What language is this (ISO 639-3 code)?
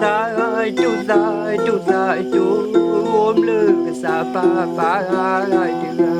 ksw